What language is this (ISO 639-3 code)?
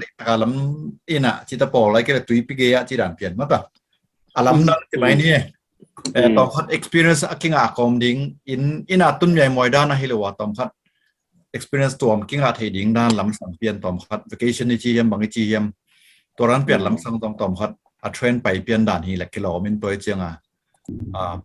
ctd